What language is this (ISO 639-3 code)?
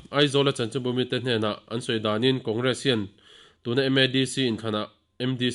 lus